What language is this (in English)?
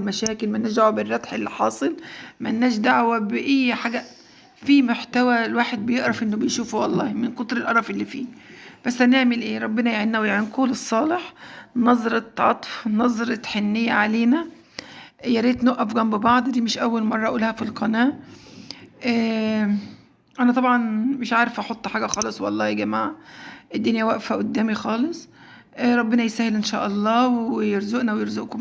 Egyptian Arabic